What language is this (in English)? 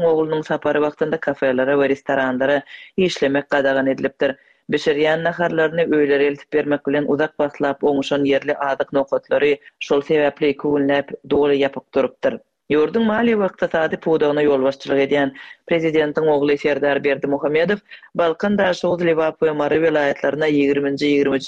Turkmen